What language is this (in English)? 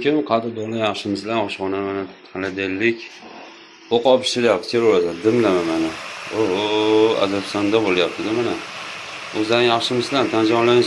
Uzbek